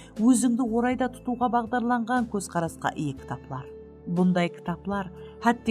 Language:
Kara-Kalpak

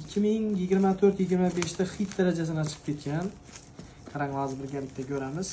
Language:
Uzbek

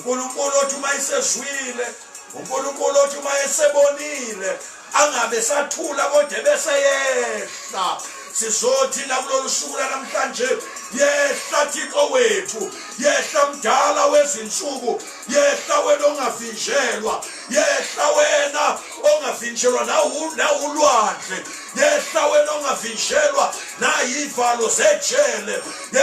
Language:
Zulu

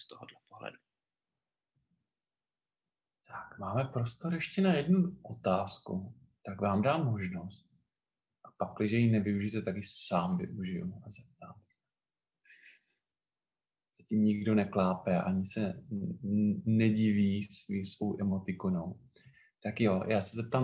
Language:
Czech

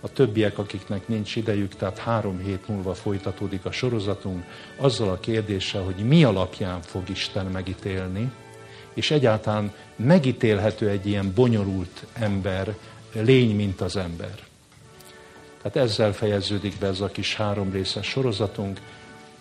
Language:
Hungarian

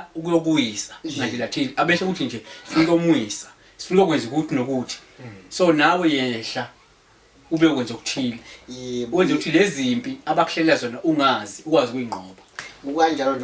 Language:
Zulu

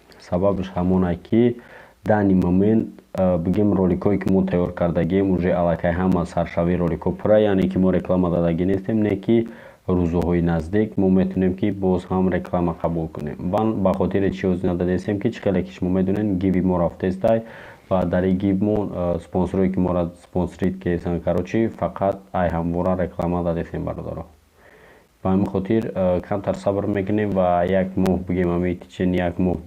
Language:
Tajik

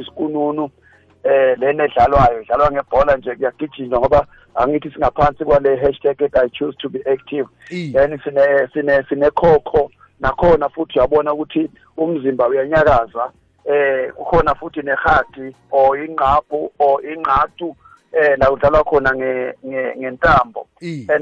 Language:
South Ndebele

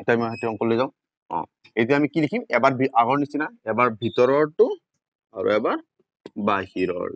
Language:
Assamese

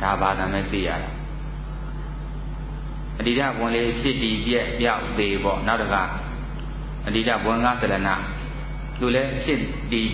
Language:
Burmese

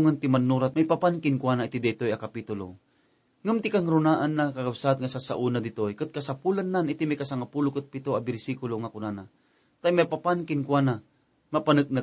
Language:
Iloko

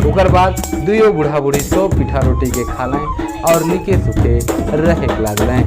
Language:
Sadri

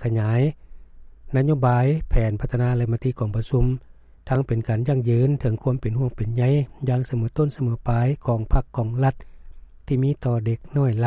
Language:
Lao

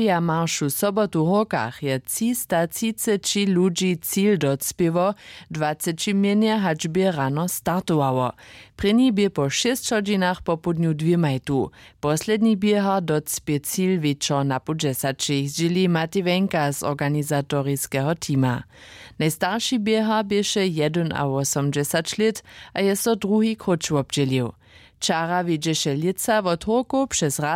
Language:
Upper Sorbian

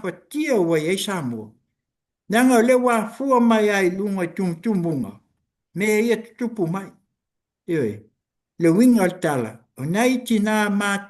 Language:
Samoan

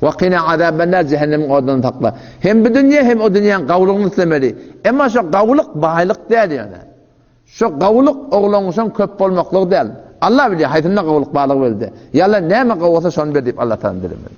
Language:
Turkmen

